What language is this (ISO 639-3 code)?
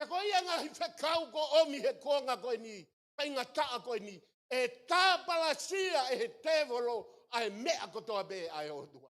ton